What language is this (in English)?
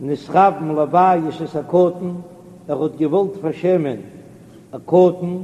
Yiddish